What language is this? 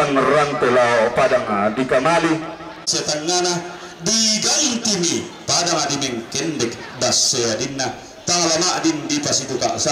Toraja-Sa'dan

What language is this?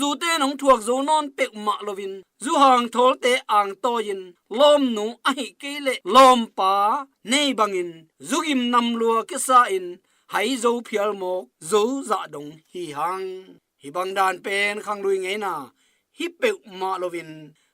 Tedim Chin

